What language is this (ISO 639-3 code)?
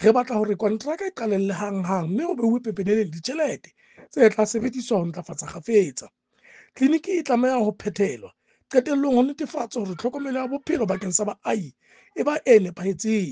sot